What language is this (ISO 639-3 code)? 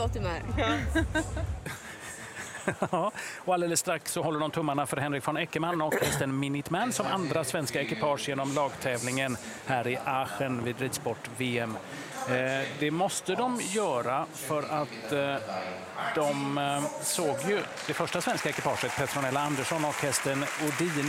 swe